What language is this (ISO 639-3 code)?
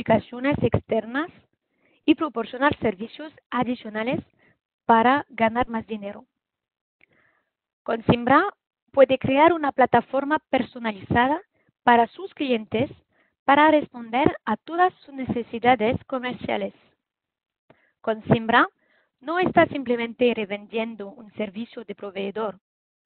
spa